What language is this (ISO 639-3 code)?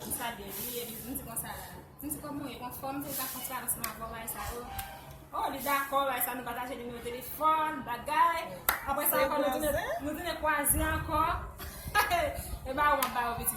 hat